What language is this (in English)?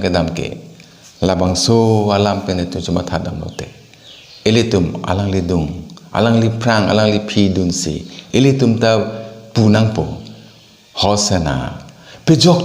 Karbi